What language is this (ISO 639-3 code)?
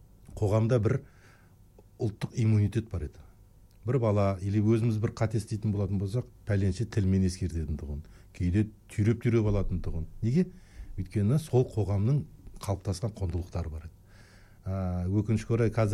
kaz